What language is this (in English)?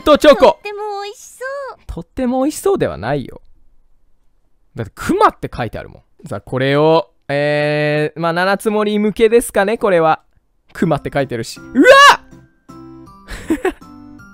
Japanese